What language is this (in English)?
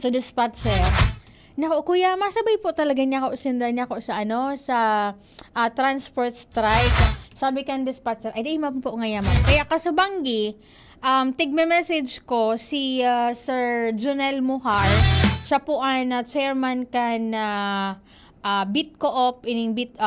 Bikol